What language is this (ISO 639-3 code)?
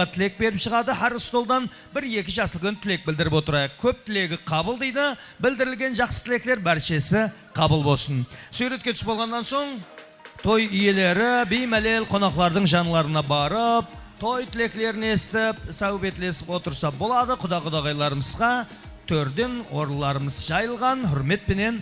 kaa